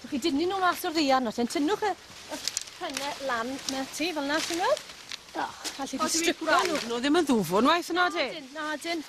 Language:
Welsh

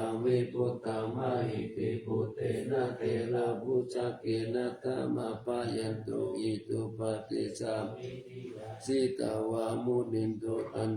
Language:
Pali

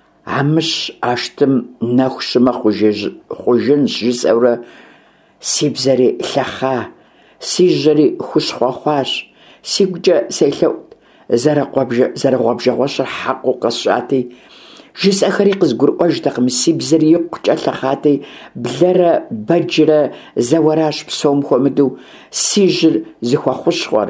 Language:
Kabardian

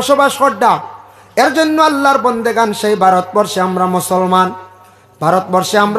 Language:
Sylheti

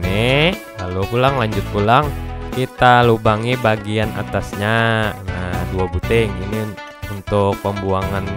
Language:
Banjar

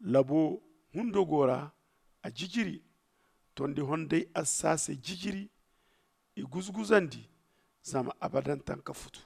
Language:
Zarma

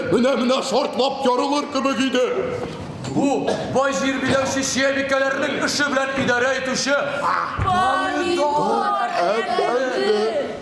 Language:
Tatar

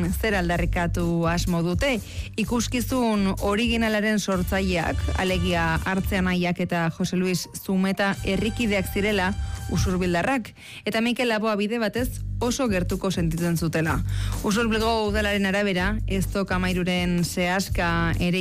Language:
Basque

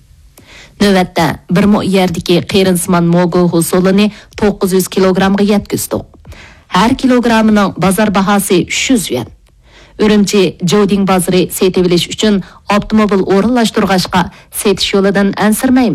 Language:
Uyghur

